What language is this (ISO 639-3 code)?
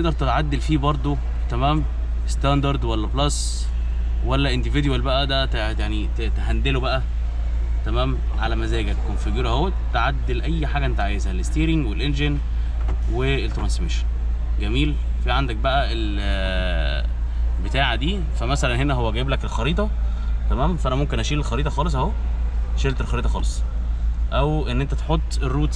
arz